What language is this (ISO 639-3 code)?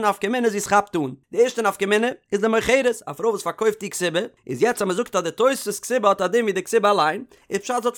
yid